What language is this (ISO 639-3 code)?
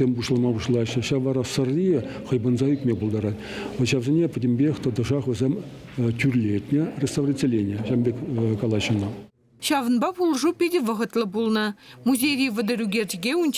chv